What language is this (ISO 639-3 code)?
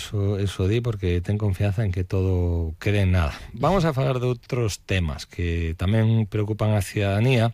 glg